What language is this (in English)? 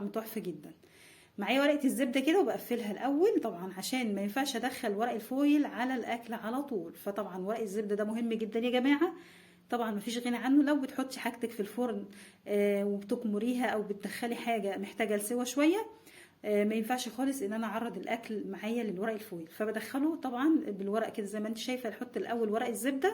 Egyptian Arabic